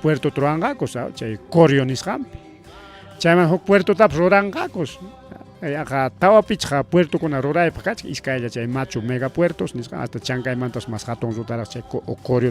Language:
Ayacucho Quechua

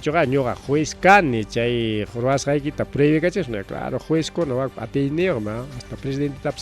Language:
Ayacucho Quechua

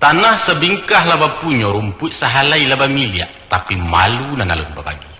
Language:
Minangkabau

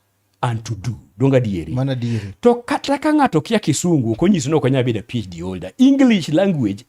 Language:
Luo (Kenya and Tanzania)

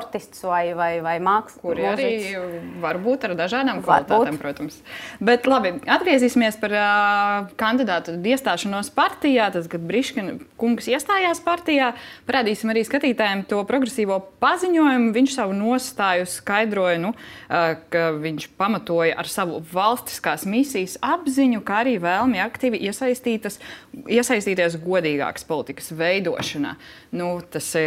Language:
Latvian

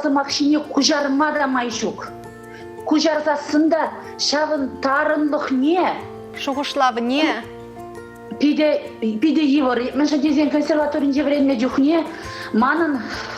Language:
Chuvash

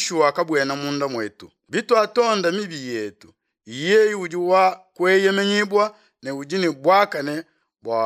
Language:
Luba-Lulua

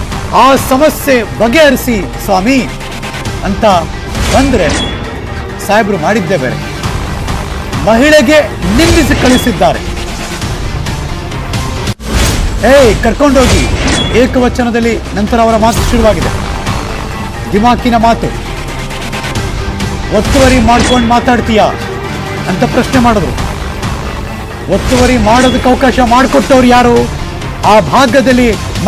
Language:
Kannada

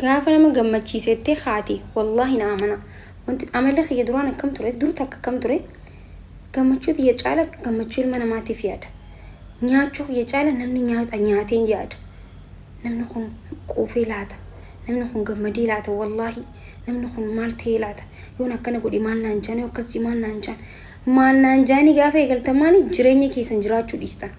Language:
Oromo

